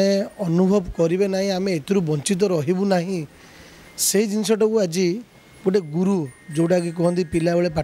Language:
Odia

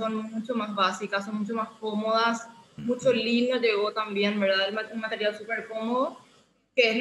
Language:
Spanish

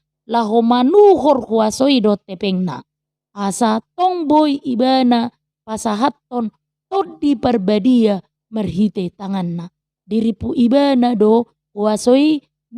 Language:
Batak Toba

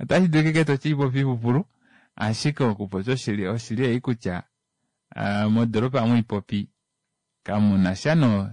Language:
Kuanyama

